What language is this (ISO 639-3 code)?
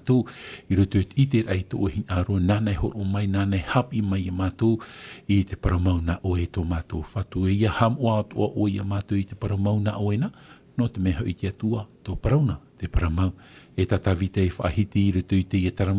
tah